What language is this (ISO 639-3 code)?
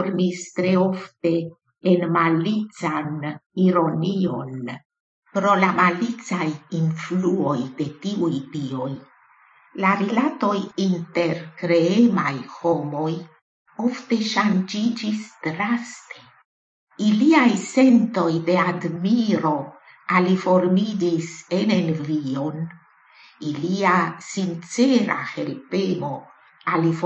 epo